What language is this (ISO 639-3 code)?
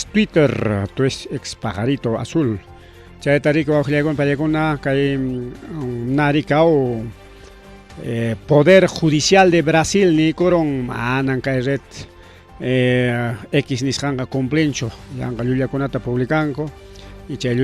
quy